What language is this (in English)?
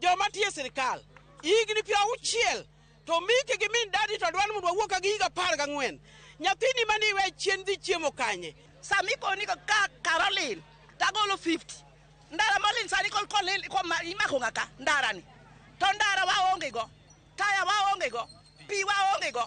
Luo (Kenya and Tanzania)